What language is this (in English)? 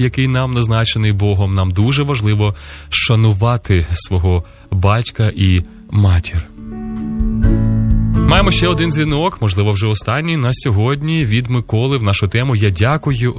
Ukrainian